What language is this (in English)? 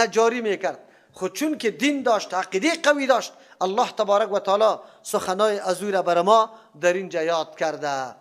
Persian